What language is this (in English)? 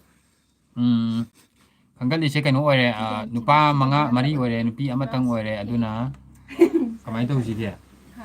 Manipuri